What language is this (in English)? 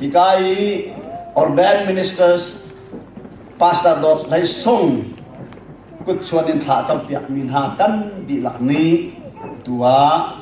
Hakha Chin